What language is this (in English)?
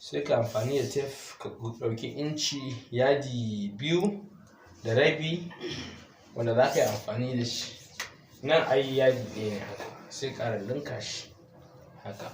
Hausa